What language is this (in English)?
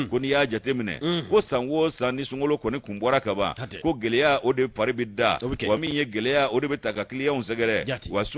Bambara